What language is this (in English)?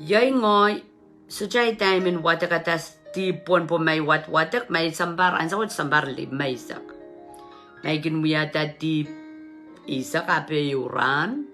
Pohnpeian